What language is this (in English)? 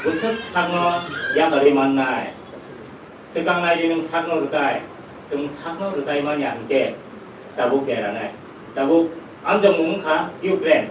Kok Borok